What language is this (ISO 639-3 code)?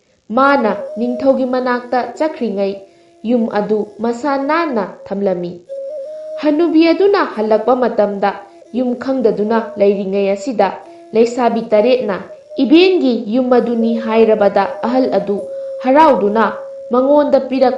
mni